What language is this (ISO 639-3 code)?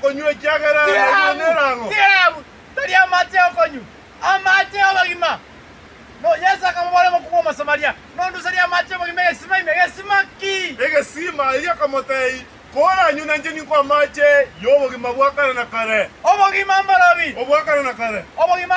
guz